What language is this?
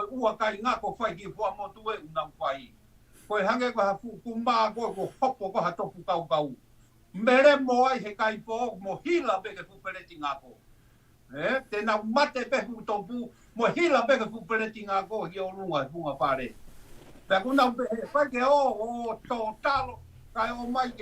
Tongan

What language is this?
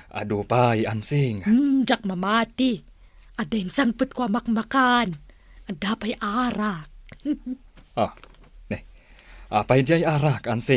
Iloko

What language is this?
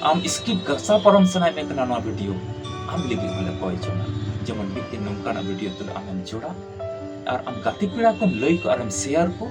Santali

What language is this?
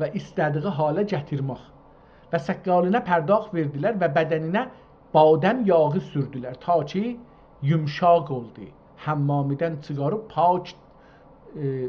South Azerbaijani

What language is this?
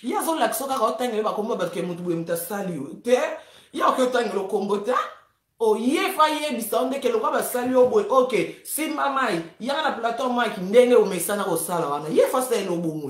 Lingala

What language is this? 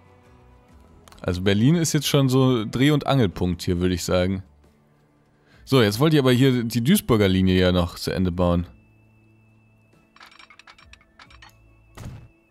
German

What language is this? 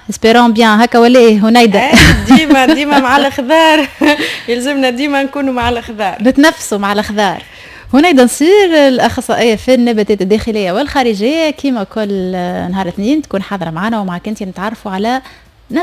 Tunisian Arabic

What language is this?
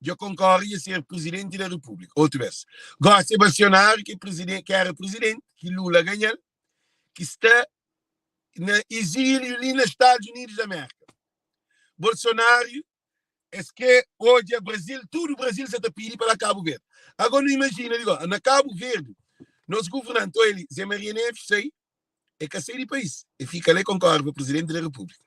Kabuverdianu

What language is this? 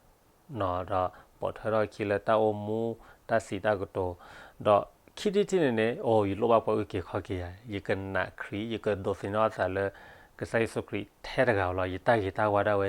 S'gaw Karen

